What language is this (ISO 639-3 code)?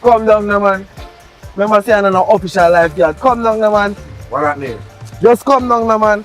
jam